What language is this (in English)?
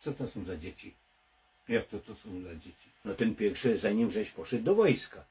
Silesian